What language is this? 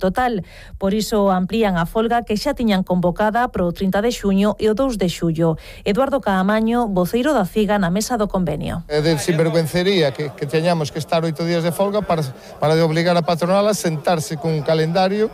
Galician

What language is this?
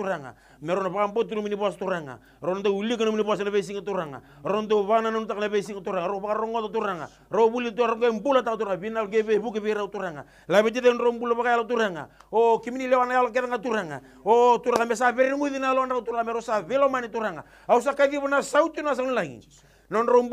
Fijian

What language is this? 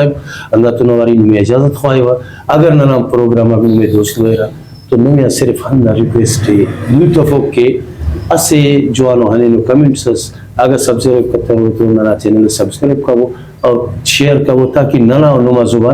Brahui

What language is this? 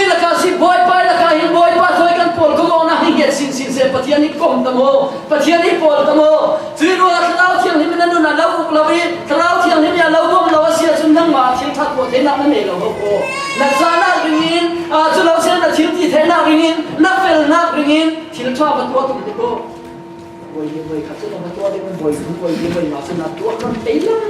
Falam Chin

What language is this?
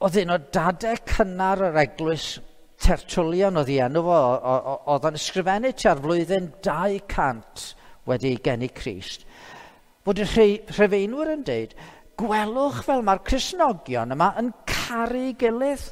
Welsh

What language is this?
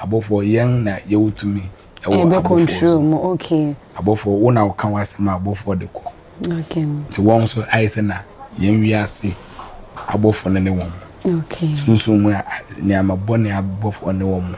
Akan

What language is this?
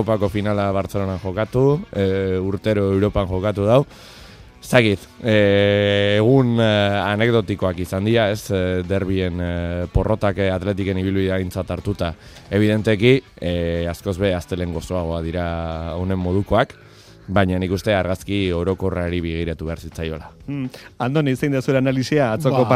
Basque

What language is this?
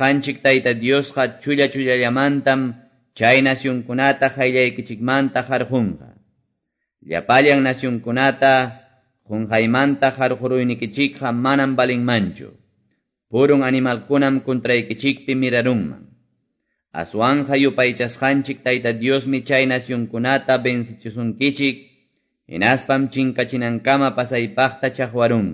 Ayacucho Quechua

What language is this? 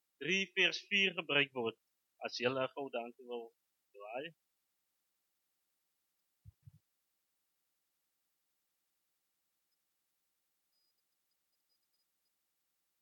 Afrikaans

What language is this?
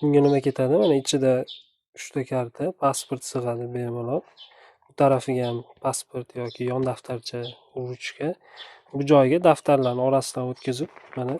Uzbek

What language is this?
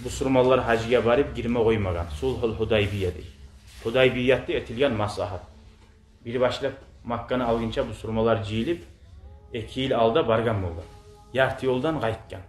Kumyk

